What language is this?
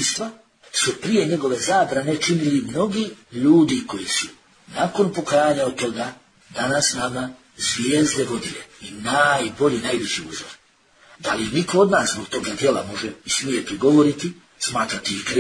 Bosnian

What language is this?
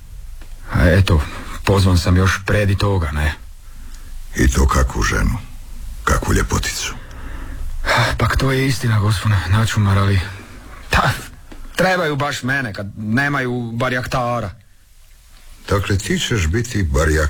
Croatian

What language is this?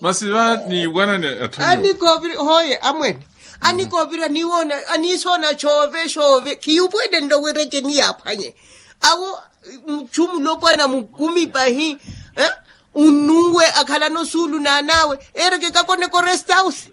Makhuwa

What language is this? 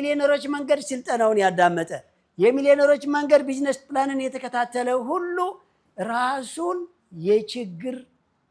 Amharic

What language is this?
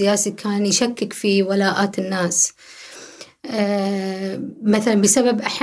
Gulf Arabic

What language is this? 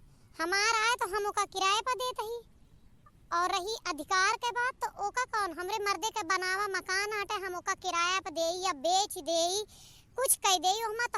Awadhi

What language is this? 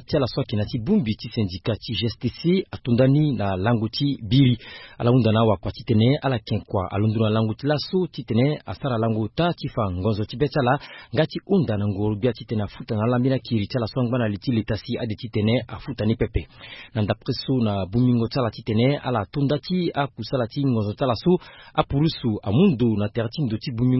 Sango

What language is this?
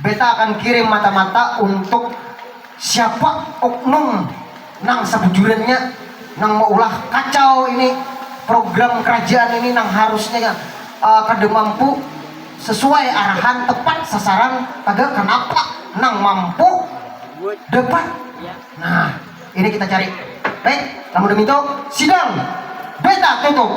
Banjar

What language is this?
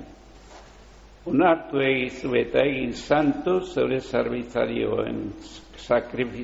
Basque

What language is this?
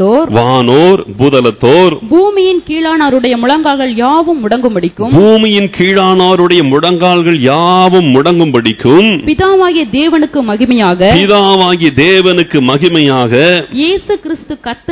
Tamil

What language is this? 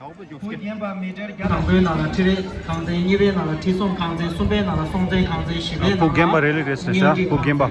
Tibetan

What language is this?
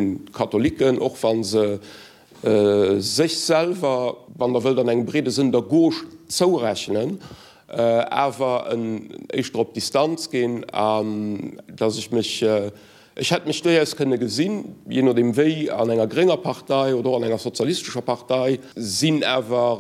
Luxembourgish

